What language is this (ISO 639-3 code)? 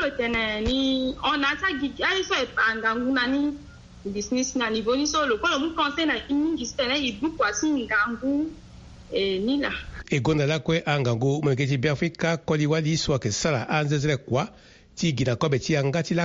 sag